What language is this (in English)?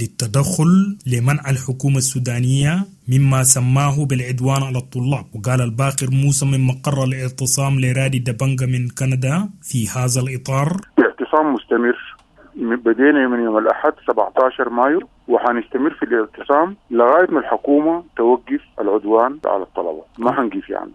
Sudanese Arabic